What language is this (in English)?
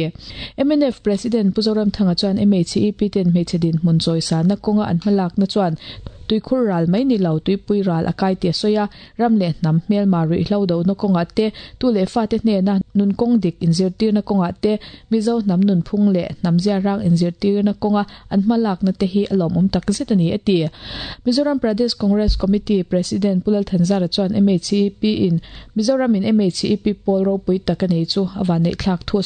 Mizo